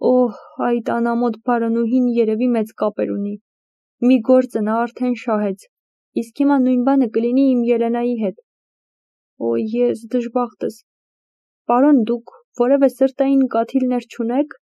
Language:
Armenian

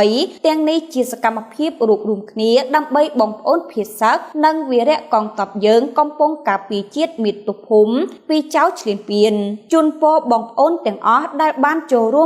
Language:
Khmer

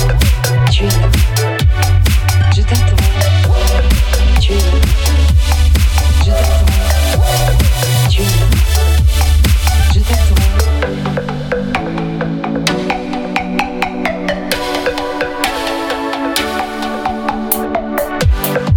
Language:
French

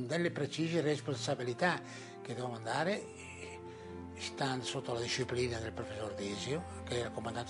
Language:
Italian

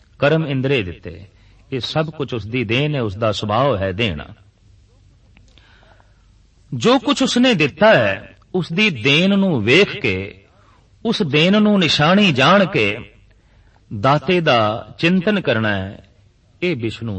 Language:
Punjabi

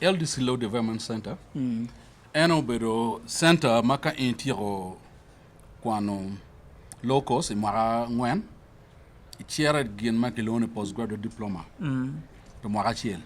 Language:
Acoli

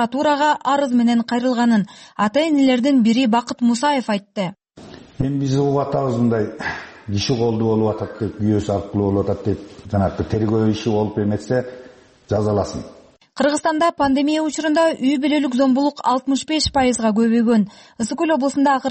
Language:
Kyrgyz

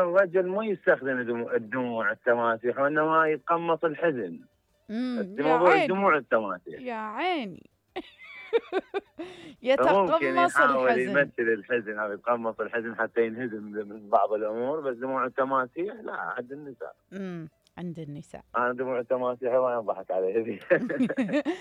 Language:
Mesopotamian Arabic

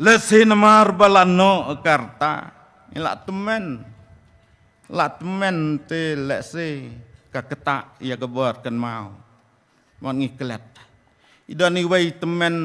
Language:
Khasi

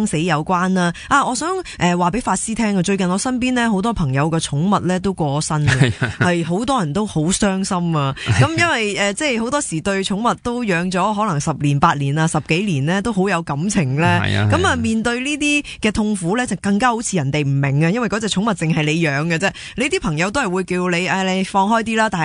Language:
Cantonese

